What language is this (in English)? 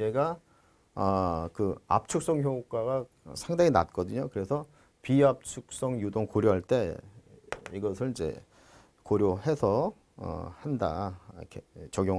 Korean